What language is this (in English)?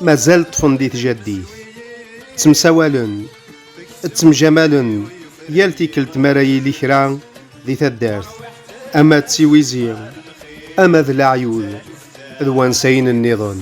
Kabyle